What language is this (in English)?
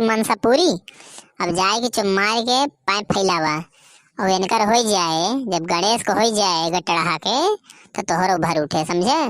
Awadhi